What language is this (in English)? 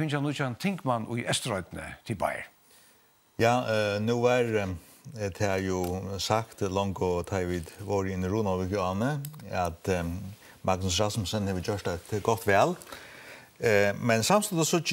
Faroese